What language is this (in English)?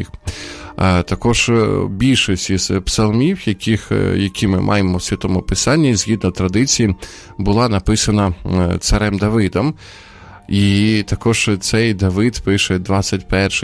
Ukrainian